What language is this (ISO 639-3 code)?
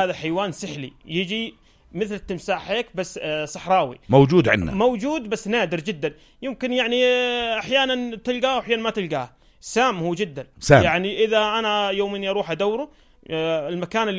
apc